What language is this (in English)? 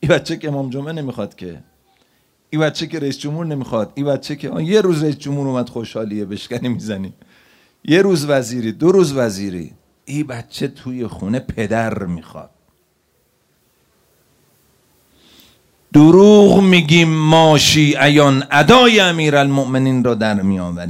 Persian